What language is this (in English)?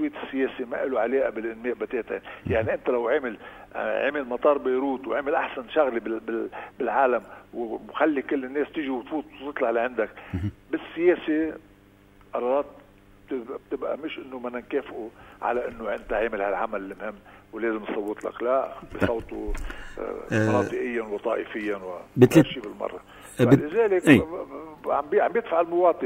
North Levantine Arabic